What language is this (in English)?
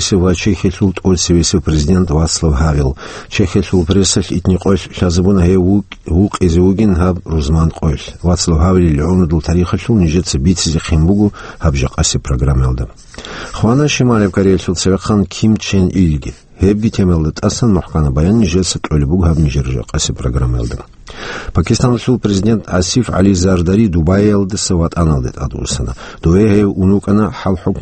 Avaric